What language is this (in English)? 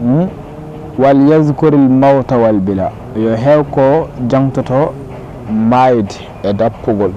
Fula